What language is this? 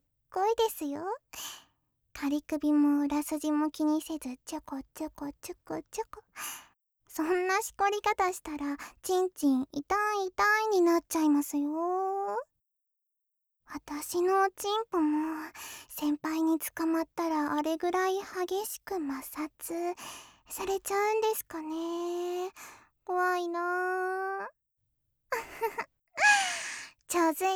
Japanese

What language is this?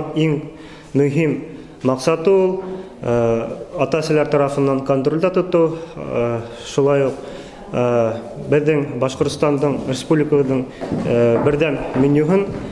Bashkir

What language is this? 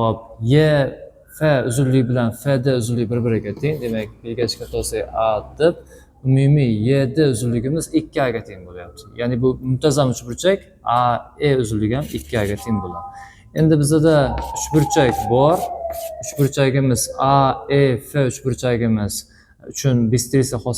Uzbek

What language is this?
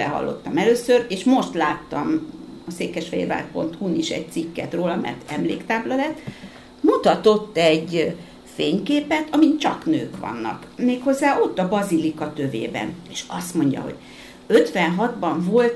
Hungarian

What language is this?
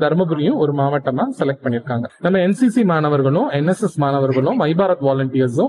Tamil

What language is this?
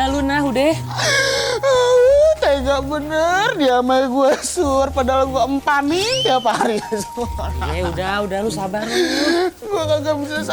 Betawi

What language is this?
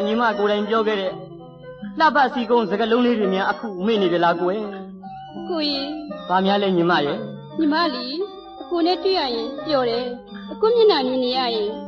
Burmese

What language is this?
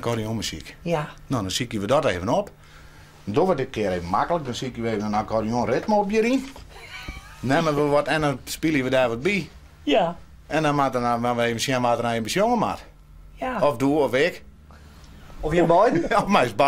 Western Frisian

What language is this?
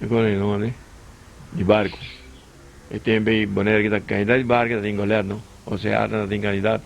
Papiamento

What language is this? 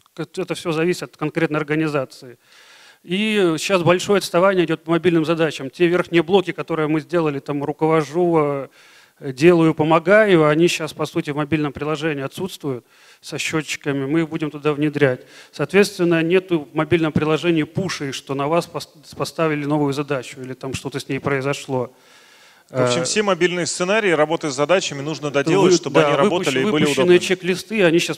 Russian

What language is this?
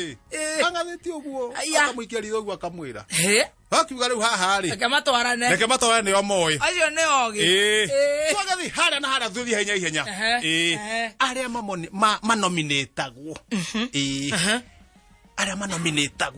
Kikuyu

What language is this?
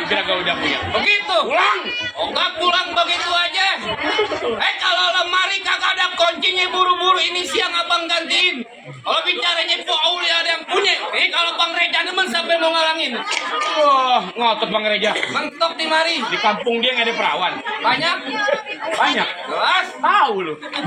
Betawi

